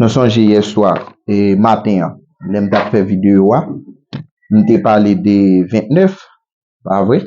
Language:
Haitian Creole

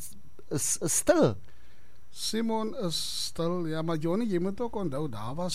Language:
Afrikaans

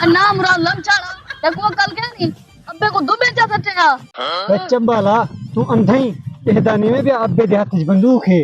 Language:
Saraiki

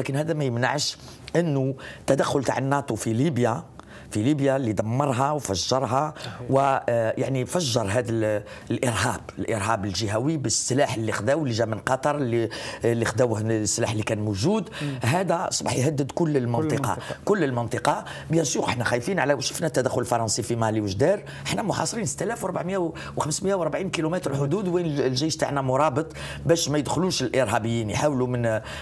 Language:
Algerian Arabic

